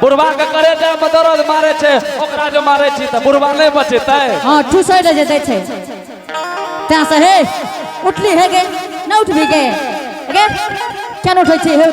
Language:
Angika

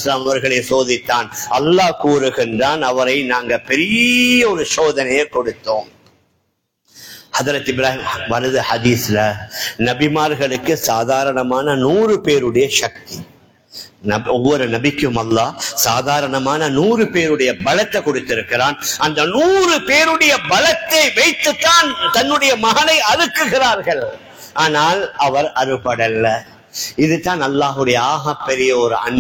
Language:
Tamil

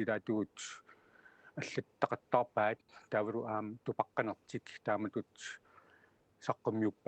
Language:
Kalaallisut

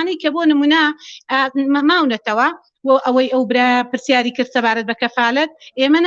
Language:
Central Kurdish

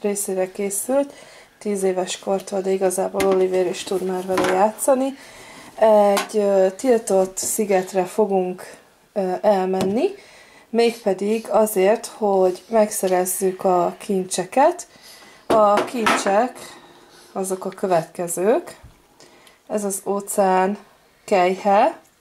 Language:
Hungarian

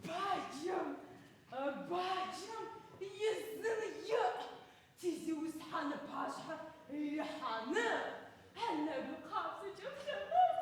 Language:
Adyghe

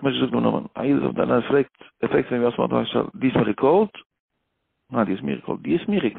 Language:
Yiddish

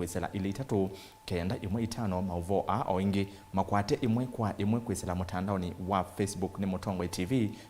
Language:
Kamba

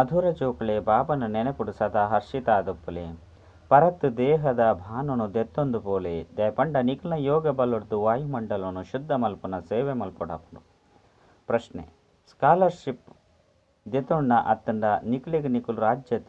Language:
Tulu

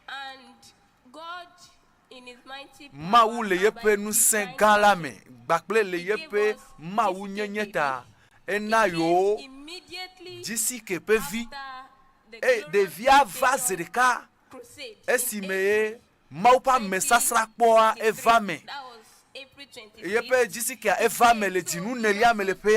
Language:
Ewe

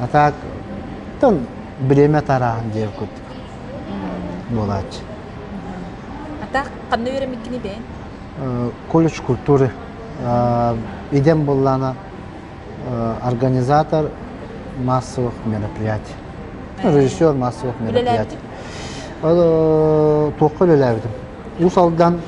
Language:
Yakut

